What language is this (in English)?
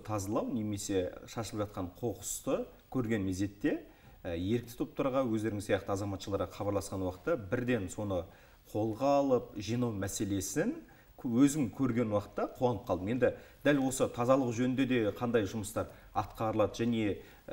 Kazakh